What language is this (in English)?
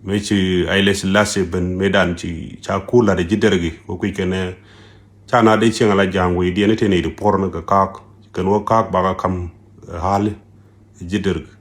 Nuer